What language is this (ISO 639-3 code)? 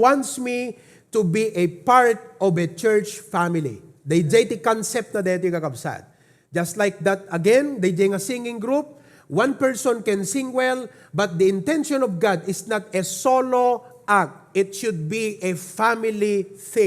ilo